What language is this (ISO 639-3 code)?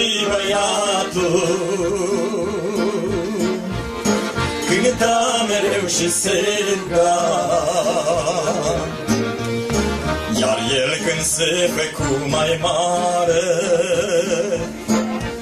ron